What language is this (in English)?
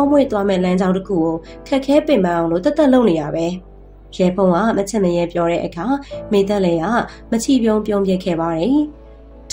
Burmese